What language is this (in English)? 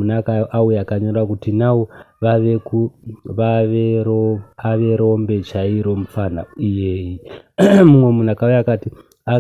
Shona